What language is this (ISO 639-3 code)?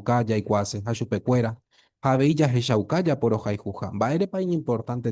grn